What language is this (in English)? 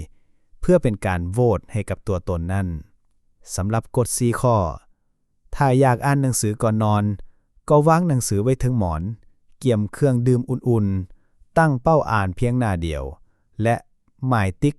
Lao